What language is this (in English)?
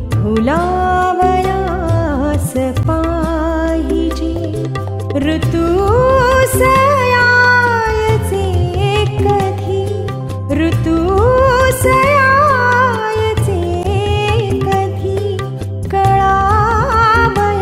Marathi